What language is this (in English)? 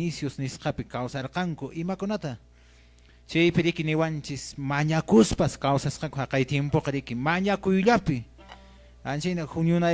Quechua